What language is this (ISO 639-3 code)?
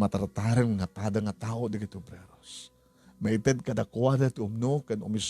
ilo